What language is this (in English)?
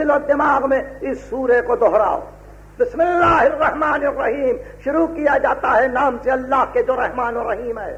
Urdu